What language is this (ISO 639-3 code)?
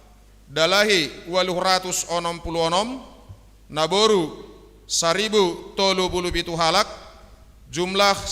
bts